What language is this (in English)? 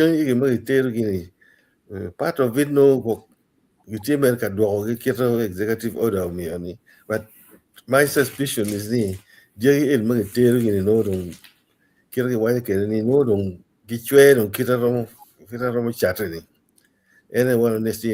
Acoli